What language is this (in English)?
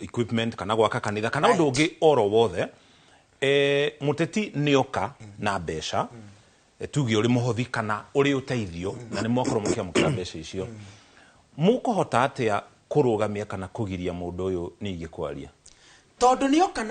Kikuyu